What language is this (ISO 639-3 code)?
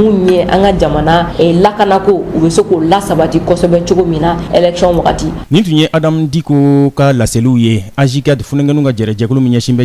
bam